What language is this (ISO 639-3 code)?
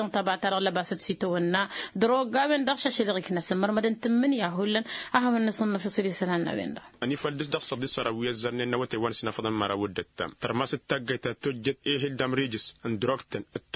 taq